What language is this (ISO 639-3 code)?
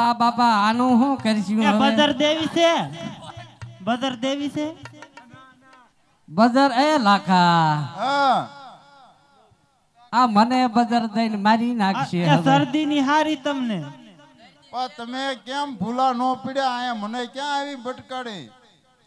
guj